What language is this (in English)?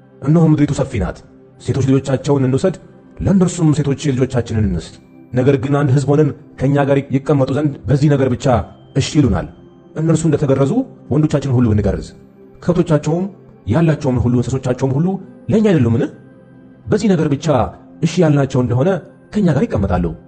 Amharic